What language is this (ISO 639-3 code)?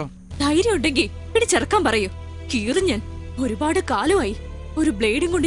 mal